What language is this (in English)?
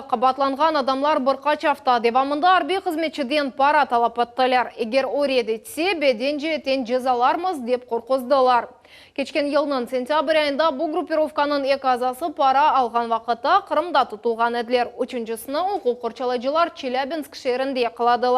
Crimean Tatar